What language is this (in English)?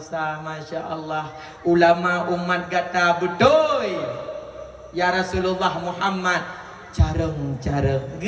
Achinese